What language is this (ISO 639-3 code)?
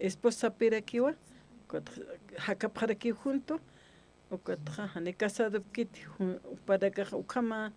aym